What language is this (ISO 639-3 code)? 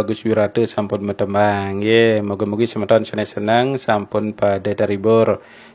ban